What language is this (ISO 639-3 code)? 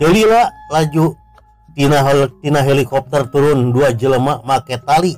sun